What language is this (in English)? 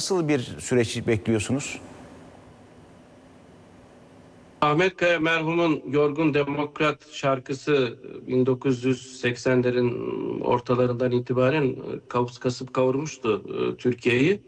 Turkish